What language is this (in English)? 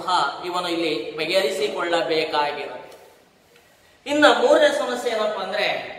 Kannada